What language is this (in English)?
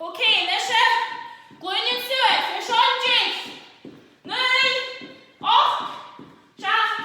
Scottish Gaelic